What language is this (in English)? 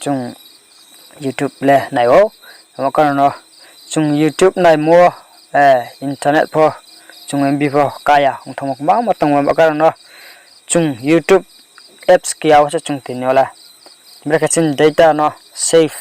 Riang (India)